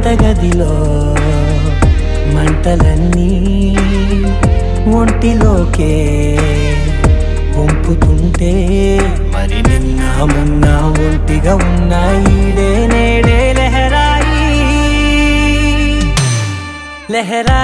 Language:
Telugu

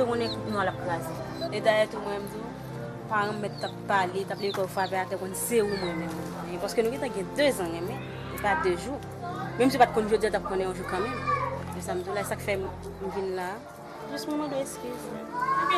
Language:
Haitian Creole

